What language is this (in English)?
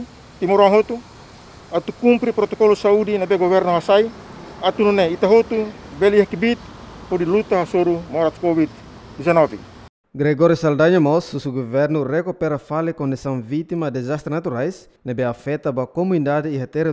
Tetum